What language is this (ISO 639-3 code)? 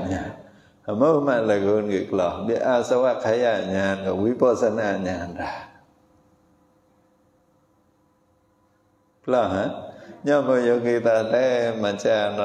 vie